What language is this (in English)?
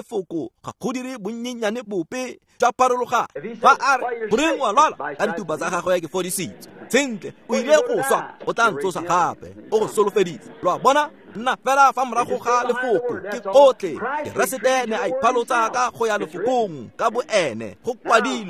Tswana